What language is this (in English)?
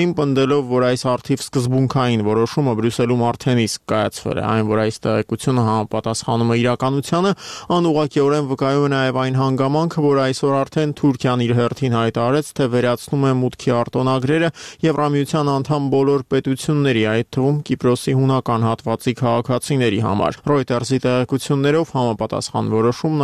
Armenian